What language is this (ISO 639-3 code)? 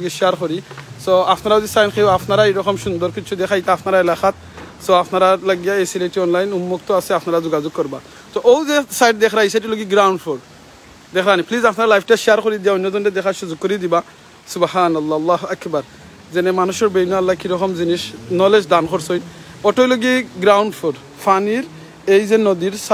syl